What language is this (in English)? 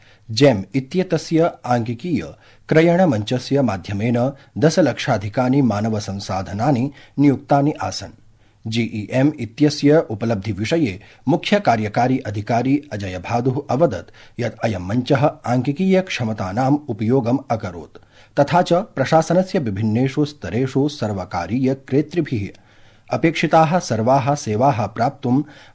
Sanskrit